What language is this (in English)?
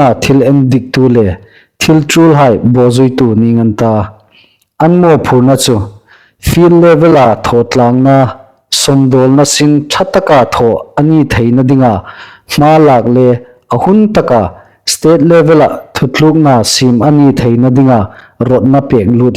Hmar